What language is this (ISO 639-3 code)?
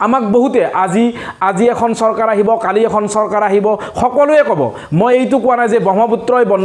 asm